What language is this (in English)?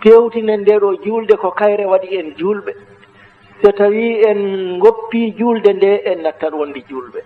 Fula